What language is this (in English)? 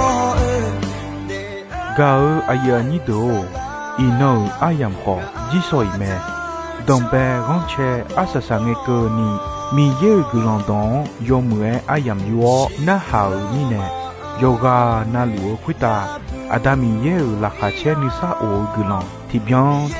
Akha